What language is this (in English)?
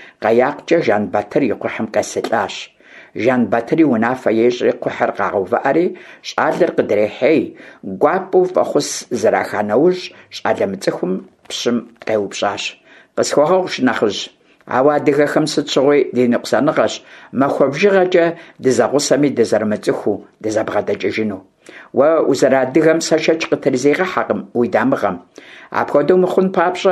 Kabardian